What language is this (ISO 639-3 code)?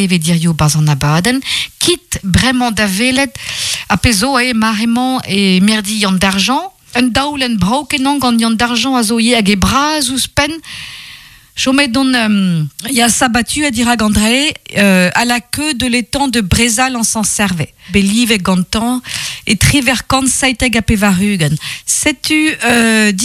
bre